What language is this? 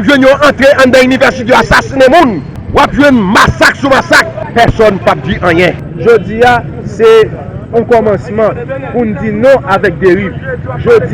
Haitian Creole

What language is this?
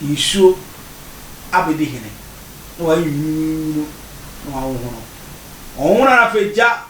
Akan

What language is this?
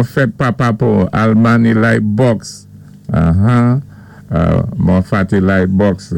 Saint Lucian Creole French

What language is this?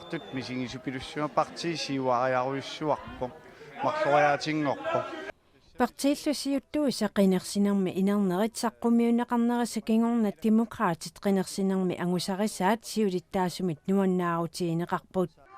Kalaallisut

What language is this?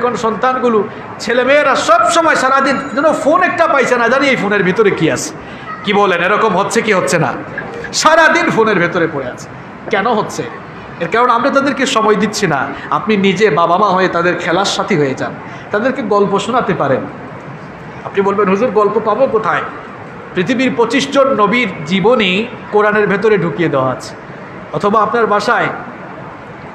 Bangla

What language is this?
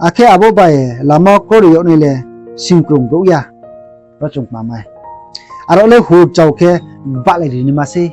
Riang (India)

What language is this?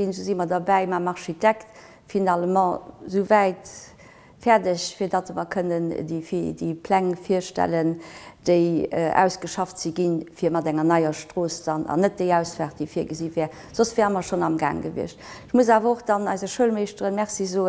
Luxembourgish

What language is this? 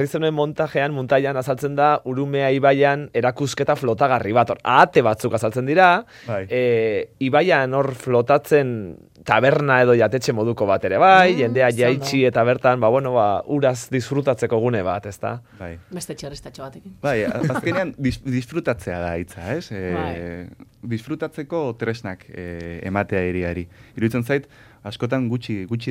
Basque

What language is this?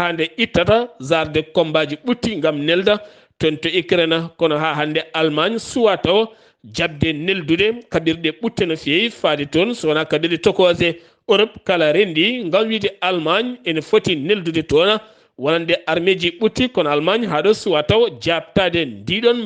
Fula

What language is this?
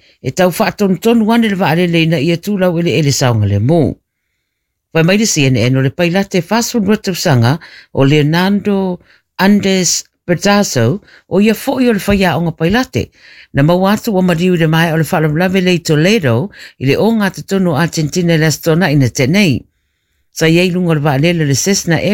Samoan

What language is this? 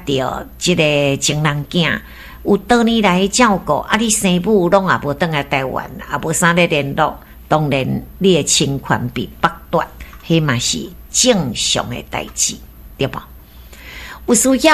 Min Nan Chinese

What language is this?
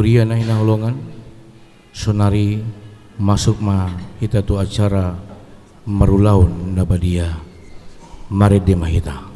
Batak Toba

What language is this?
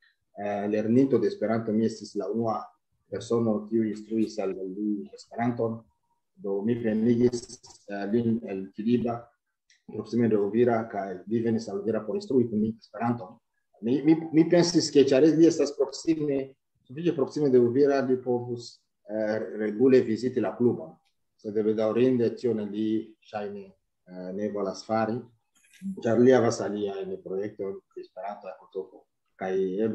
Esperanto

